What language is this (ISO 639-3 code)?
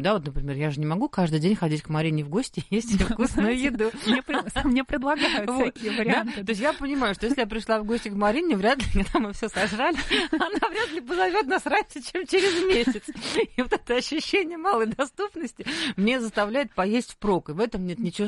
rus